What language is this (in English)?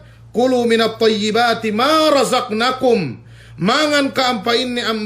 Yakan